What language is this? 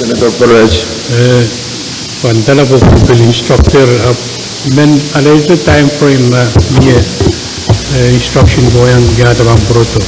Pohnpeian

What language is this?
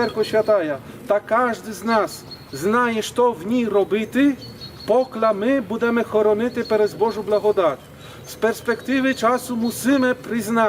Rusyn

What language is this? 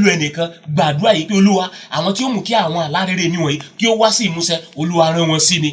Yoruba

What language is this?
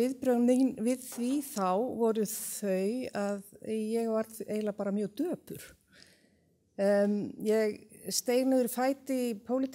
Icelandic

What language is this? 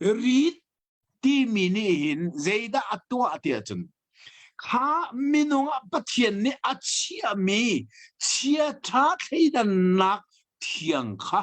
Hakha Chin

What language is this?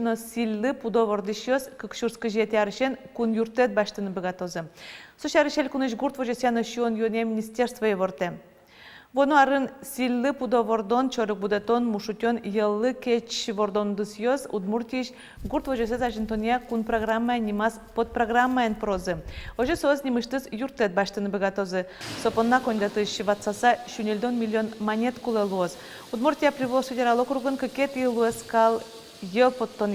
Udmurt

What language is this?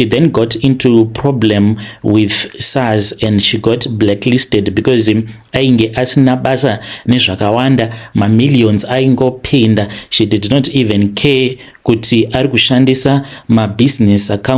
Shona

